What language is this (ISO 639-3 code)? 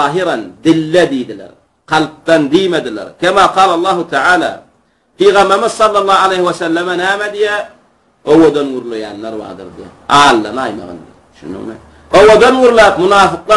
tuk